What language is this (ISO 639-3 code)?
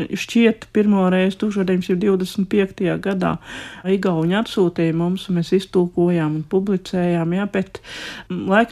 lav